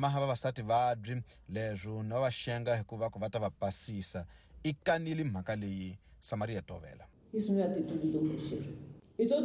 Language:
Tsonga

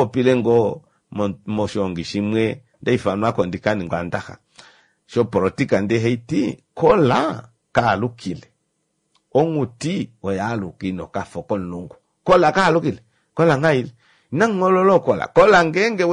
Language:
Kuanyama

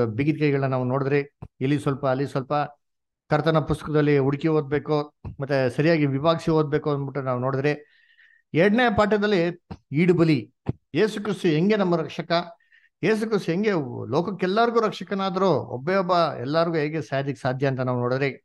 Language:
Kannada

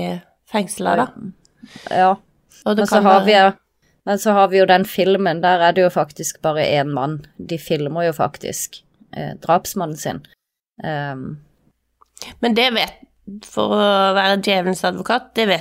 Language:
Norwegian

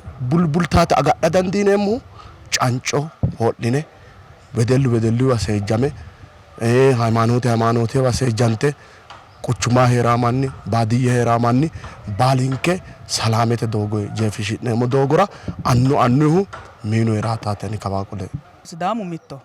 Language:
Sidamo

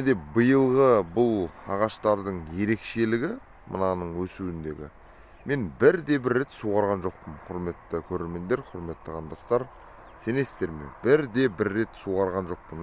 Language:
Kazakh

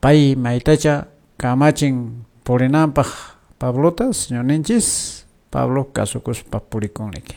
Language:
Quechua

